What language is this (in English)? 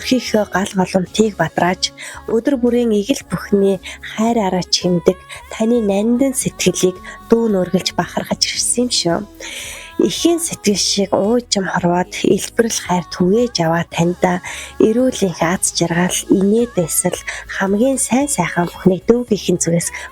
Mongolian